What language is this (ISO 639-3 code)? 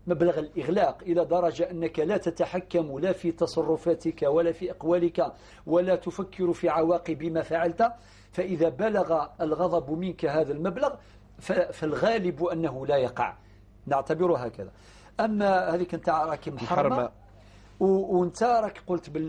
arq